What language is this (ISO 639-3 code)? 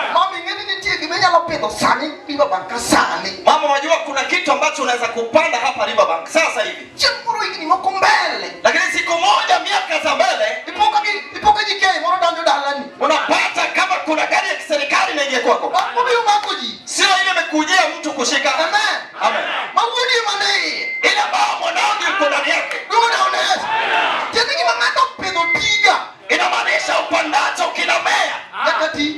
luo